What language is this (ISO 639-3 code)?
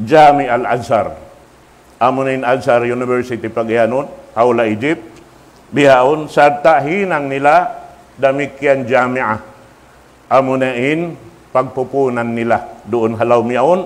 tsg